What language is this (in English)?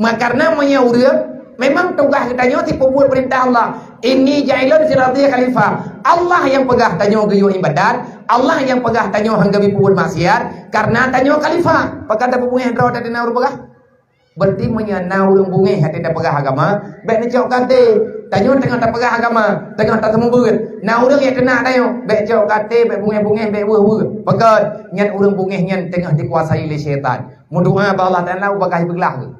Achinese